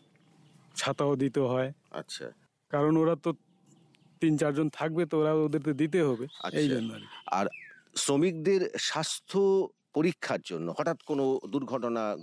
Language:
Bangla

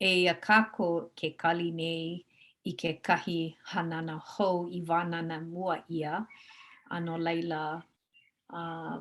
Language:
Hawaiian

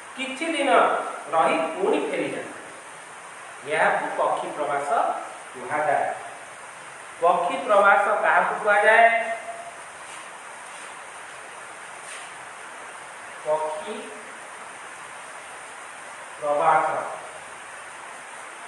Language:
Odia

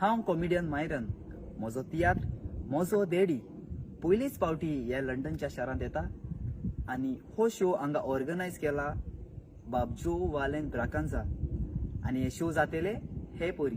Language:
Konkani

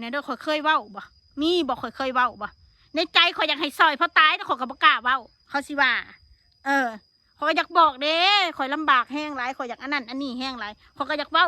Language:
Northeastern Thai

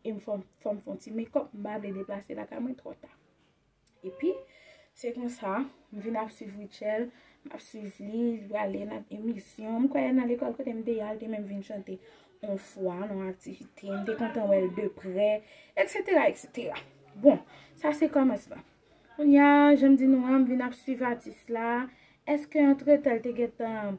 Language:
Haitian Creole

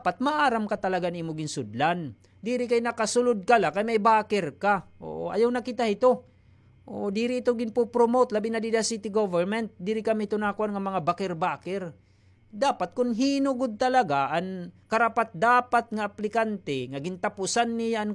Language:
Waray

